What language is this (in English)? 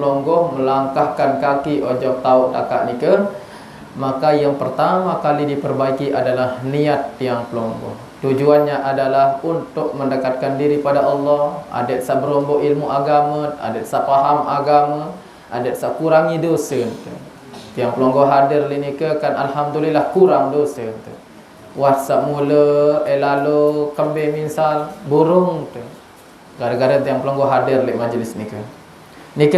Sasak